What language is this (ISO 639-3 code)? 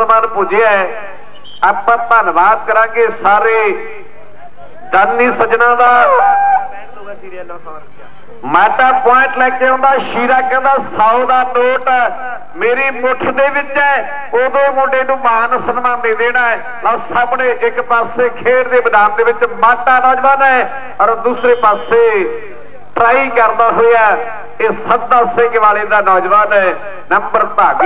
pan